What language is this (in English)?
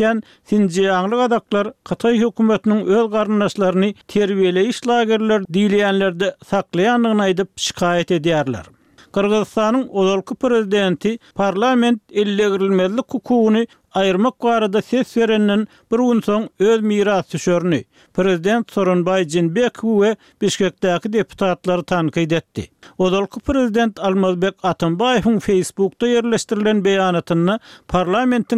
Turkmen